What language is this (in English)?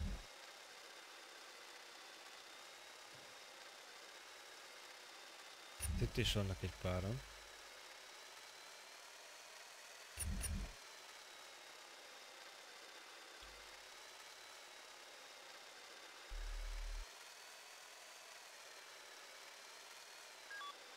Hungarian